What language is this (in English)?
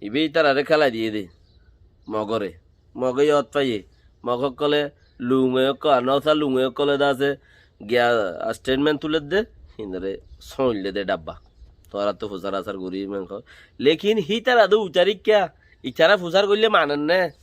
Rohingya